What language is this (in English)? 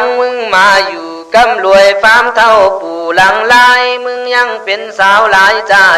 Khün